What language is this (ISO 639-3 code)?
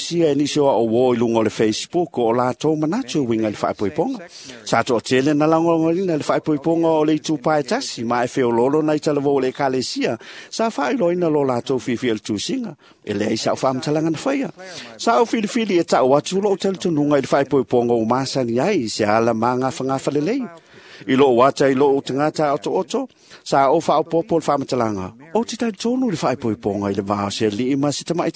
smo